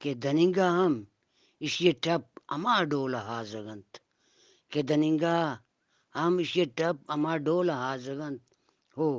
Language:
Eastern Balochi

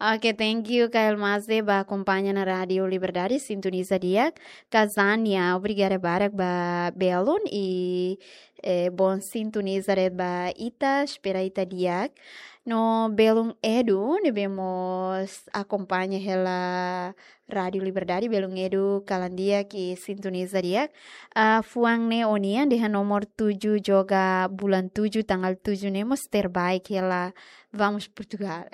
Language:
Tetum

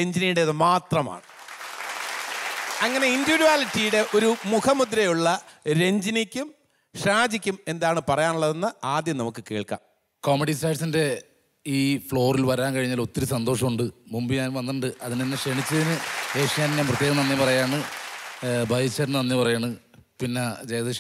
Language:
Malayalam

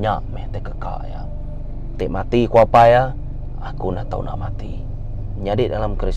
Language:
Iban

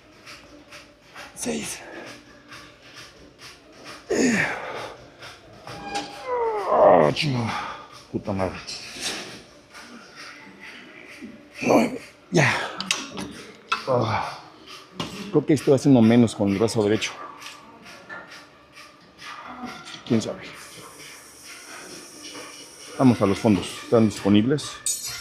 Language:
Spanish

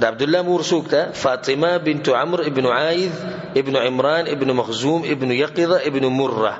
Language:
Pashto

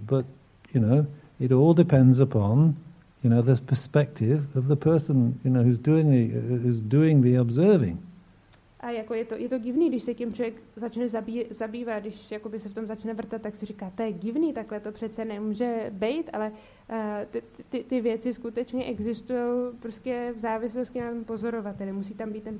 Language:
Czech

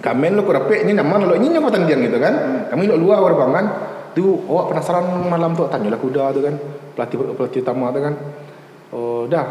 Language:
Minangkabau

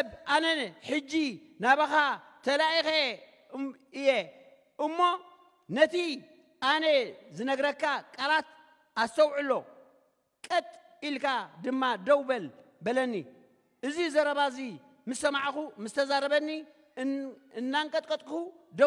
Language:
Tigrinya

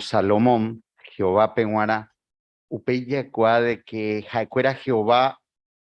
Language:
Guarani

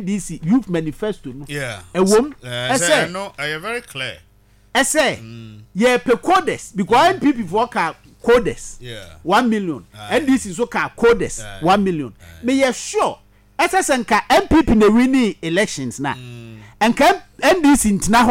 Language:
Akan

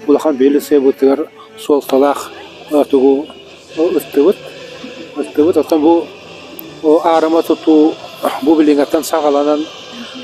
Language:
Yakut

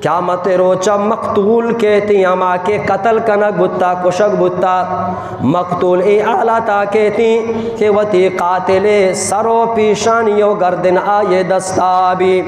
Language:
Eastern Balochi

